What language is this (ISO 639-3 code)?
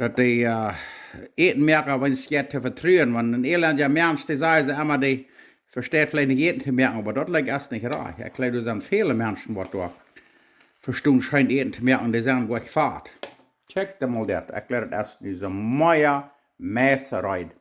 pdt